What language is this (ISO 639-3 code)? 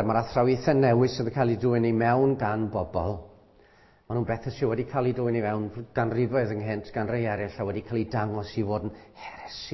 cym